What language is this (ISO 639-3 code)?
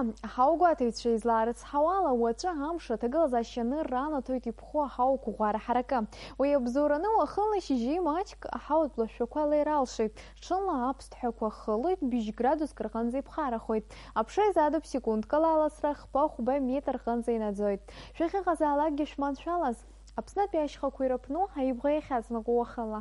abk